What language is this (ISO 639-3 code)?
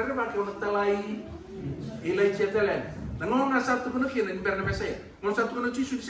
fij